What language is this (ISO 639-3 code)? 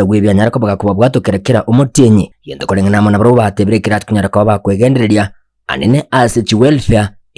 guz